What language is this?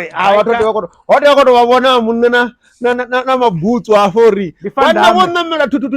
Venda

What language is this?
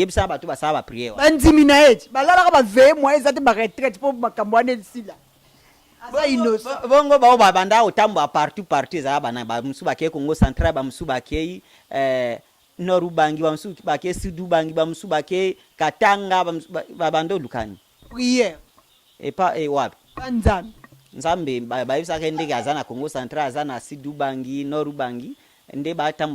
Lingala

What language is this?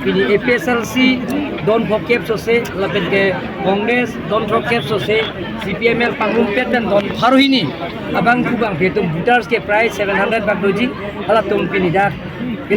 Karbi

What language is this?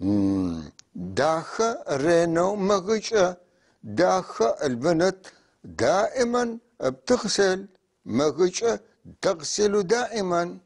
North Levantine Arabic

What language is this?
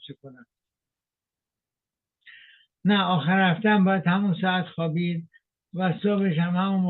Persian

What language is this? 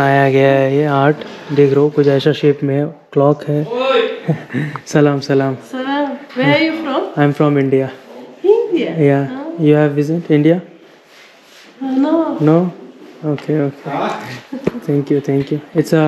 Hindi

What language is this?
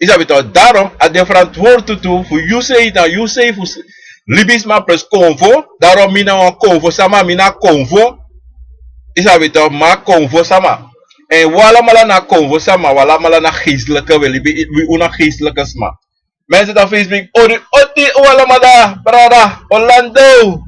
Sranan Tongo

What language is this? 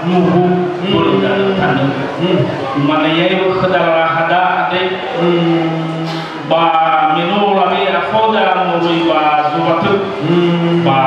Nias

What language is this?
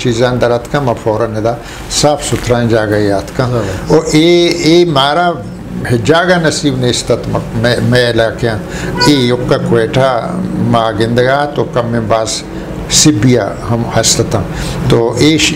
Eastern Balochi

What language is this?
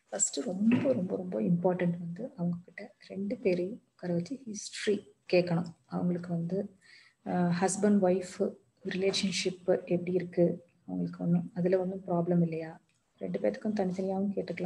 Tamil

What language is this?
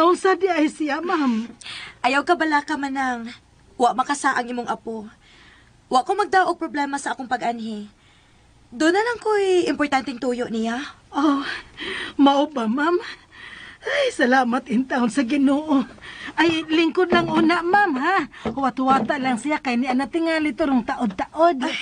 Cebuano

